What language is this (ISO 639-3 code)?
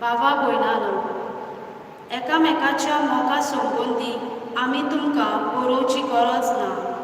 kok